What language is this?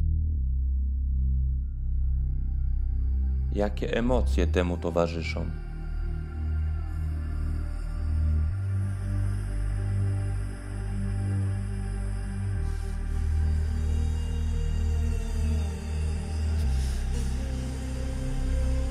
Polish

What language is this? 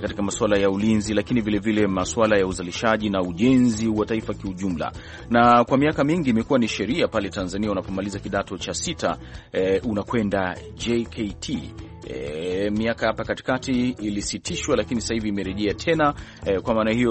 Swahili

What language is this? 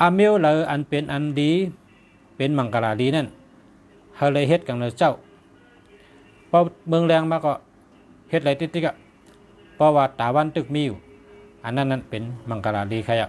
Shan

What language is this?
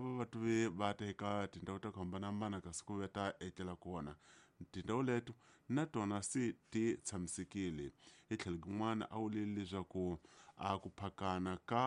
Tsonga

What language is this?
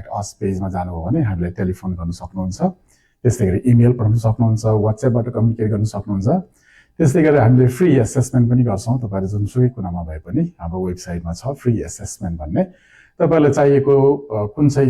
Nepali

